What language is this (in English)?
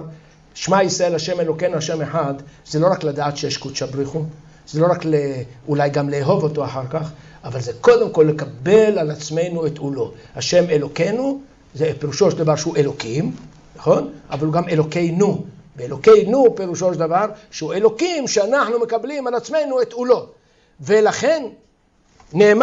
Hebrew